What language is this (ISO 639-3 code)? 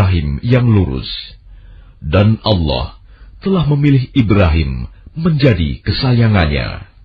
ind